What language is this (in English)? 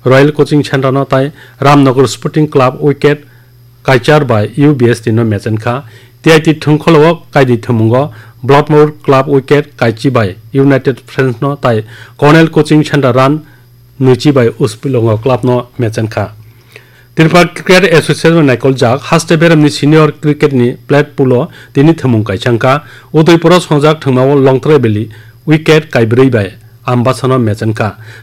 Kok Borok